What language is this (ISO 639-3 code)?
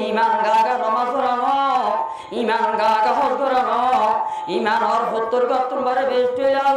rhg